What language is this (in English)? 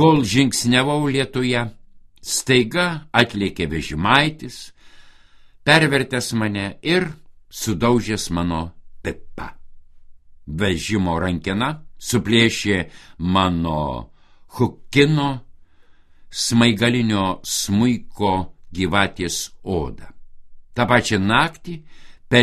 Lithuanian